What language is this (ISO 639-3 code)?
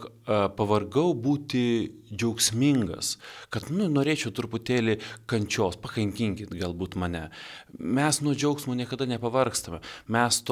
lit